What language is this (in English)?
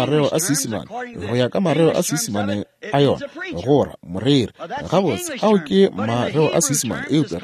Northern Sotho